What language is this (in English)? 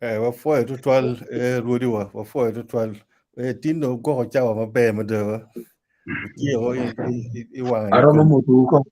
Acoli